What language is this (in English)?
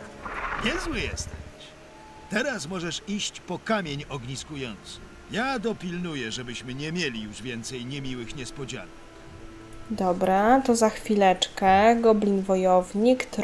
Polish